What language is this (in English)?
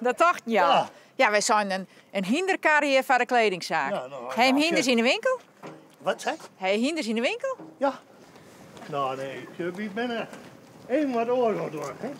Western Frisian